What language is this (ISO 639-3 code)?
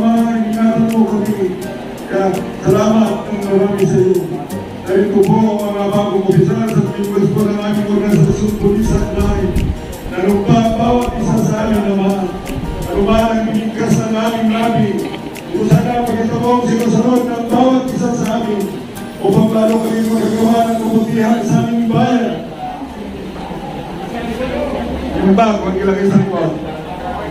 fil